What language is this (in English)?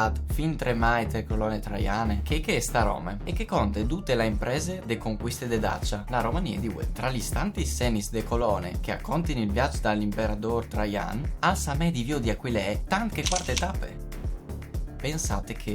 Friulian